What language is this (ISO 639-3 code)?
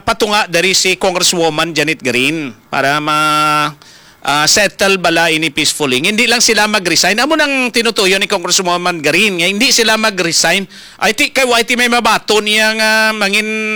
hil